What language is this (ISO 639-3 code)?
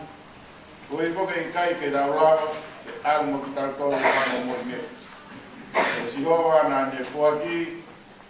ton